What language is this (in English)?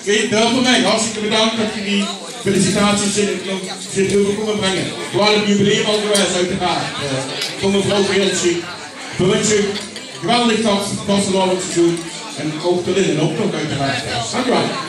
Limburgish